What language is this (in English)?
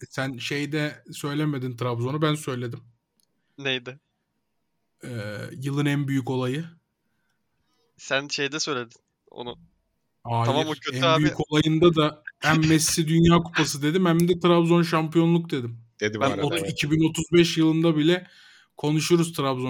Turkish